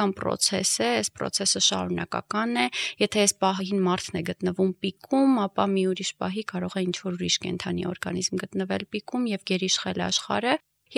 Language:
Armenian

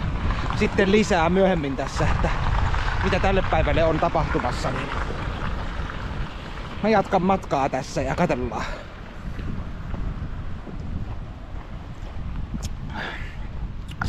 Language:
Finnish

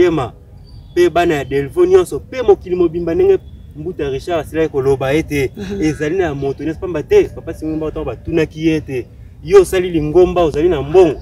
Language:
Lingala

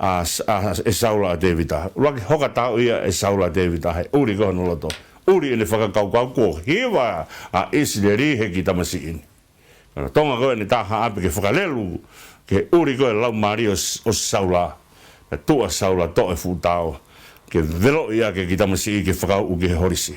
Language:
Tongan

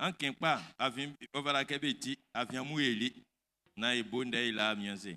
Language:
Baoulé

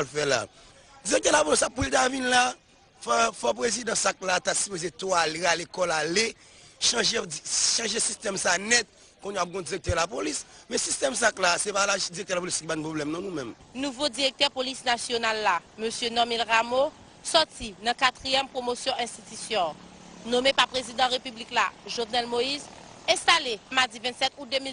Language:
Haitian Creole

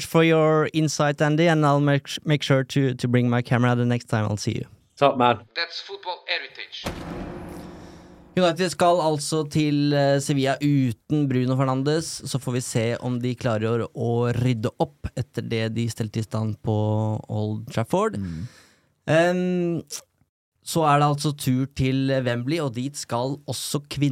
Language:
Norwegian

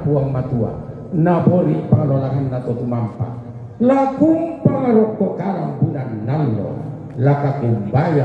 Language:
Toraja-Sa'dan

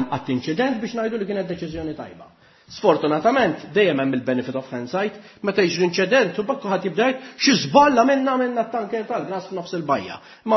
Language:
Maltese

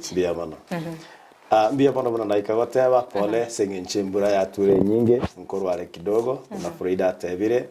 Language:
Gusii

